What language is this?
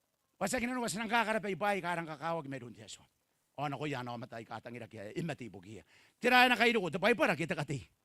Gilbertese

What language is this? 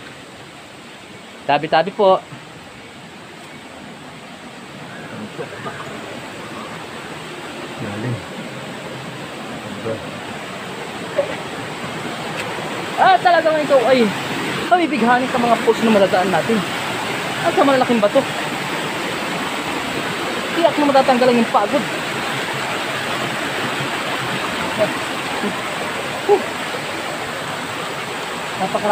Filipino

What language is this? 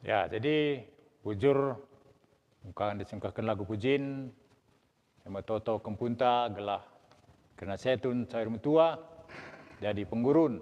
Batak Karo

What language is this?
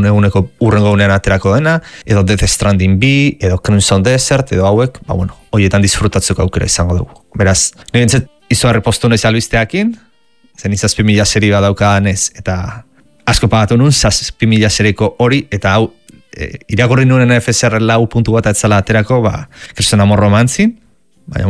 Basque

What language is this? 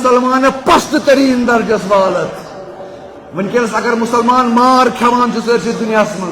Kashmiri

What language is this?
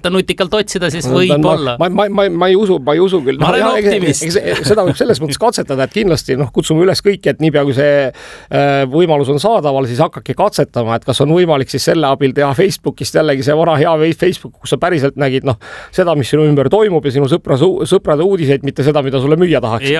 Estonian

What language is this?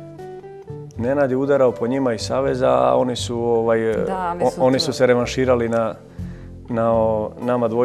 Serbian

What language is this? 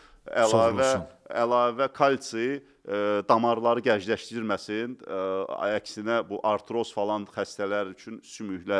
Azerbaijani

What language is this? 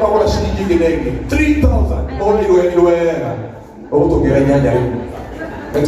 Kikuyu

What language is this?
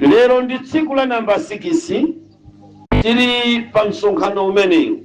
Nyanja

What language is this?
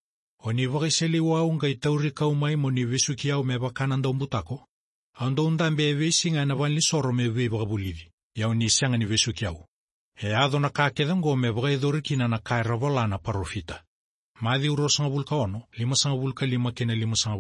Fijian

